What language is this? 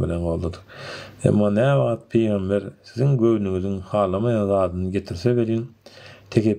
Turkmen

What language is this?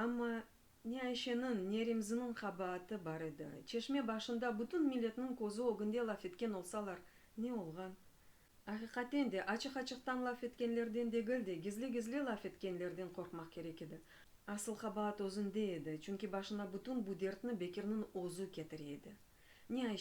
Crimean Tatar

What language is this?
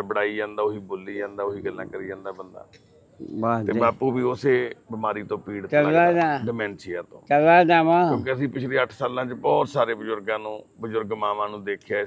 Punjabi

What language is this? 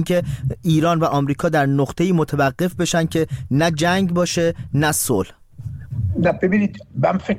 Persian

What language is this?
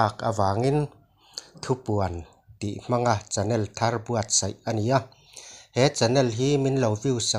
Mizo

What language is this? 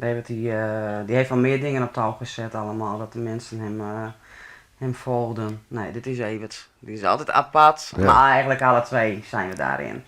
Western Frisian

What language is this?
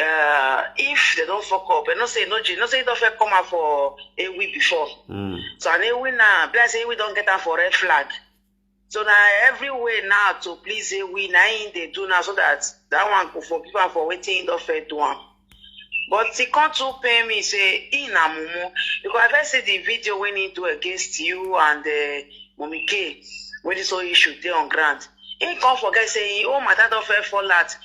Nigerian Pidgin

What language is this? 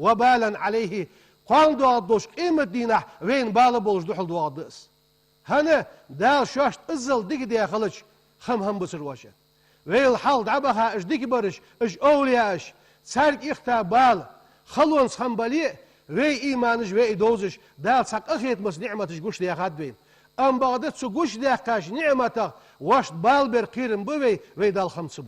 Ingush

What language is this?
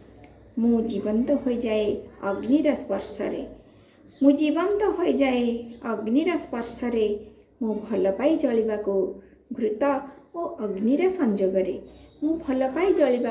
Odia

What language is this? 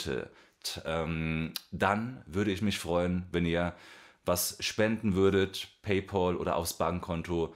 German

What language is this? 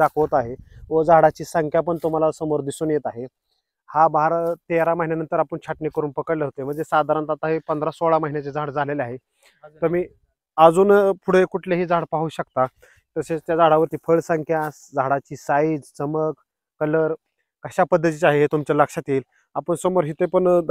Marathi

